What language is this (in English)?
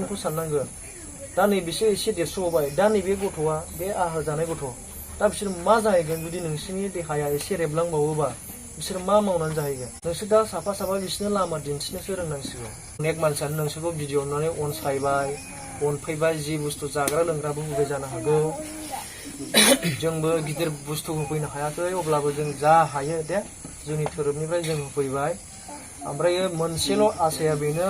Bodo